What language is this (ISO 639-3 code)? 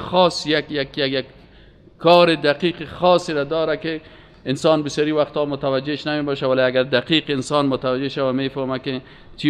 fas